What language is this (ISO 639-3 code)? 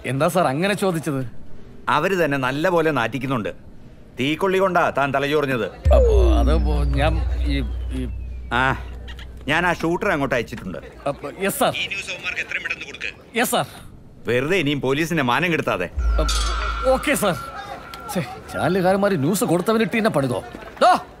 mal